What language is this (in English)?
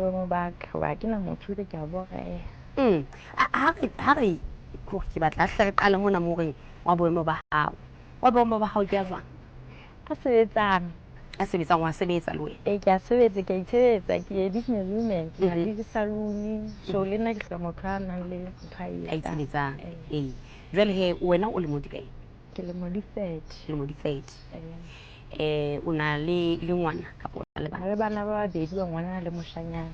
Southern Sotho